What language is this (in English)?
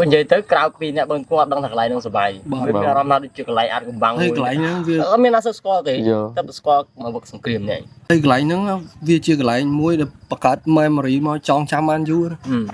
Khmer